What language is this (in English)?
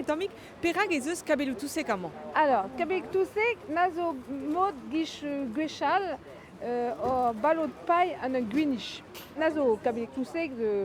Breton